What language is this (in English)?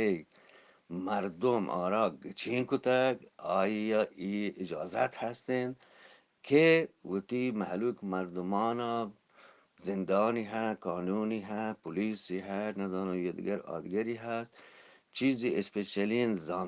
Eastern Balochi